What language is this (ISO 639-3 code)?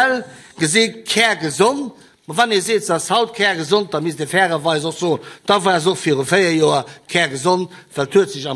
ltz